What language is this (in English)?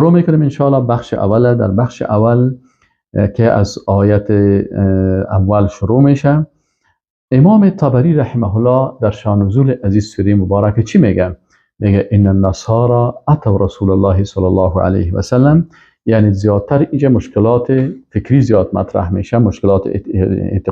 Persian